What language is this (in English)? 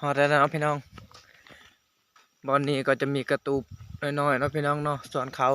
Lao